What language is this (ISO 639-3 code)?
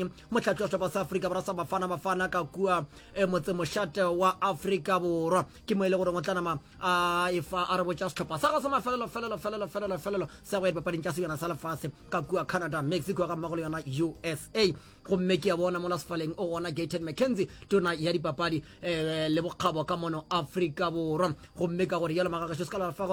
nso